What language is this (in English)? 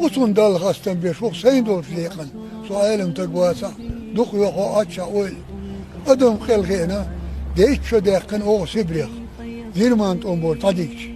Chechen